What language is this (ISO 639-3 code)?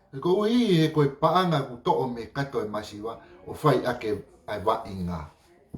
ton